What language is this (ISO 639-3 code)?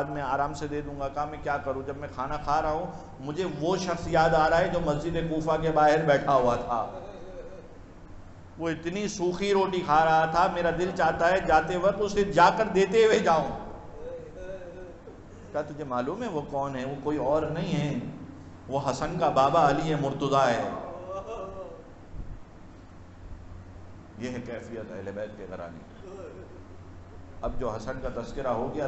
urd